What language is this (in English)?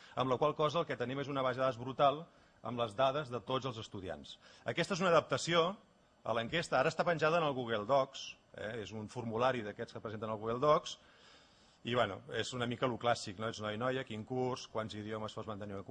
Catalan